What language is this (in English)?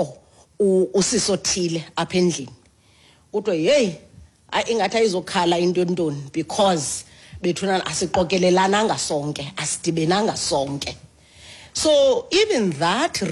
Xhosa